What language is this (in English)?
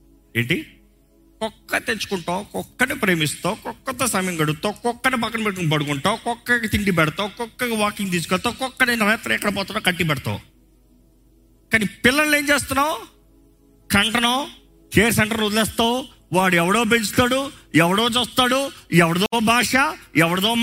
Telugu